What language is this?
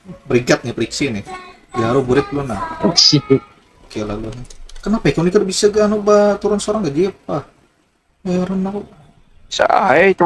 Banjar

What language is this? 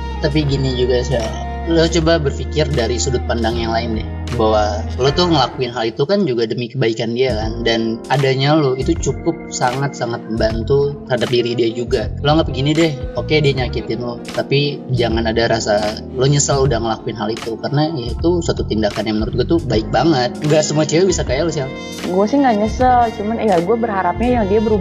Indonesian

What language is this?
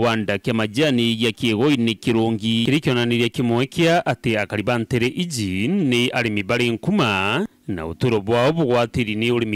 Meru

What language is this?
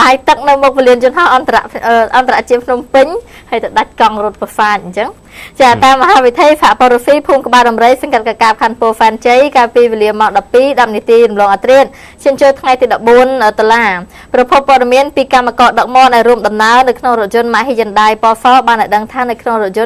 Khmer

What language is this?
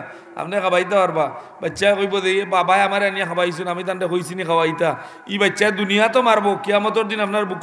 Sylheti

